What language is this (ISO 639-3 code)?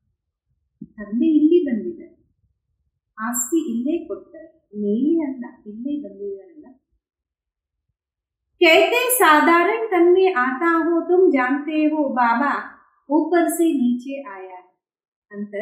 kan